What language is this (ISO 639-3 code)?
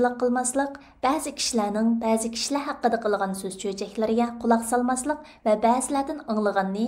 uig